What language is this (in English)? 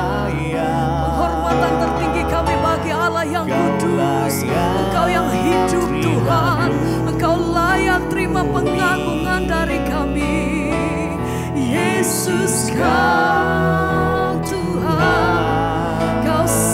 Indonesian